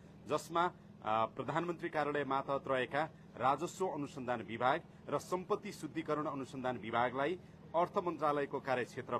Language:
Nepali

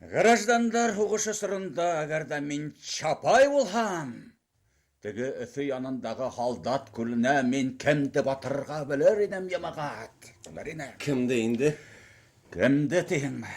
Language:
Bashkir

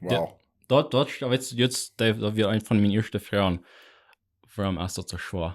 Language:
Plautdietsch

